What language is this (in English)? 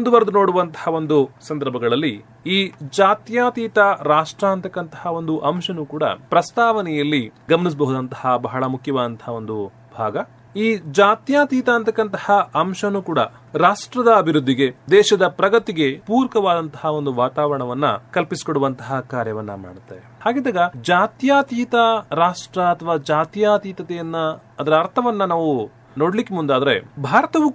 Kannada